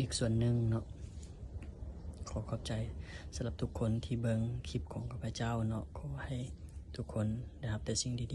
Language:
Lao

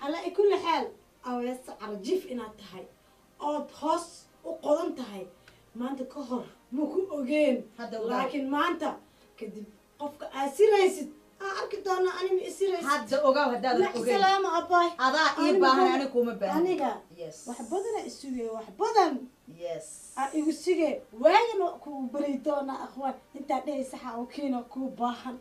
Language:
Somali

